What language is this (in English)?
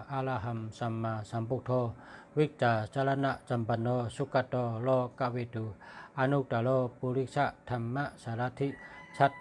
Shan